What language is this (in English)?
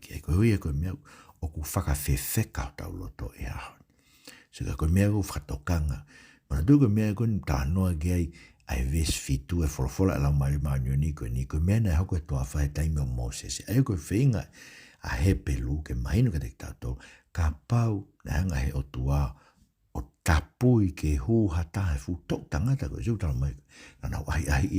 Tongan